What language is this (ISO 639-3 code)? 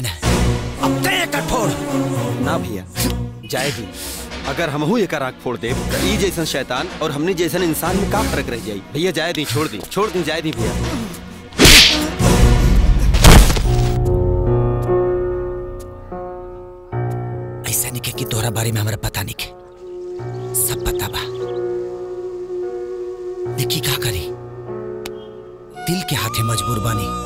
bho